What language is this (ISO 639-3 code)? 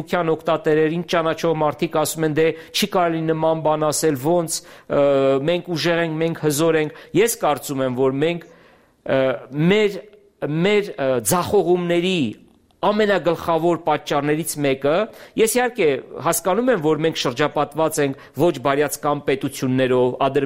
hye